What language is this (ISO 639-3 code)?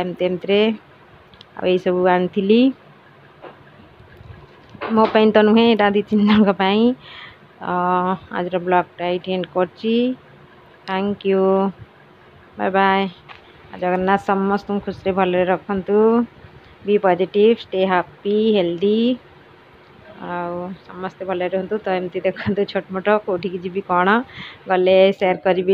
ori